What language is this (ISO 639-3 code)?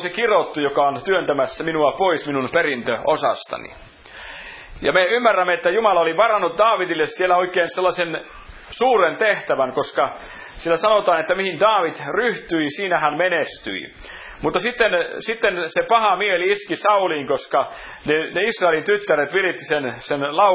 fin